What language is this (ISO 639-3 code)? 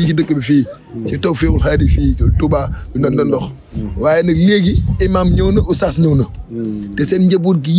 wol